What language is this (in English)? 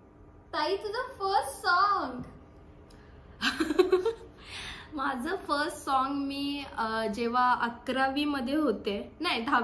Marathi